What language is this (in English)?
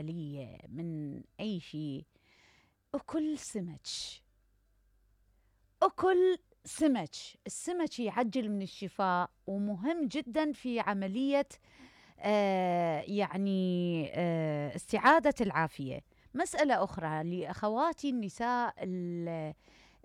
Mesopotamian Arabic